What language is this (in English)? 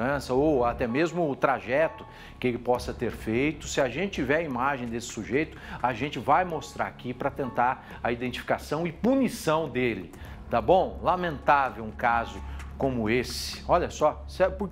Portuguese